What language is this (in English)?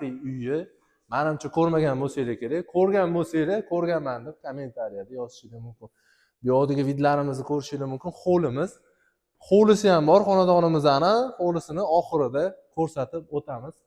Uzbek